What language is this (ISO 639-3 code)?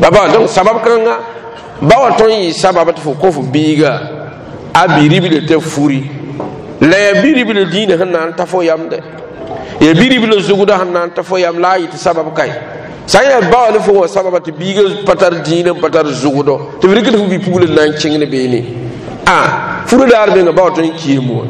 mos